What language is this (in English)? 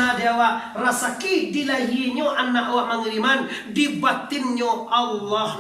Minangkabau